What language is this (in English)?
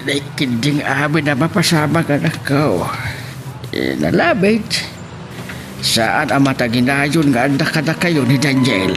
Iloko